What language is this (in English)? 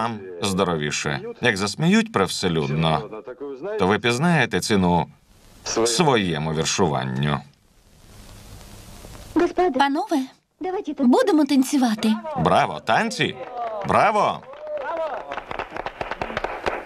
Ukrainian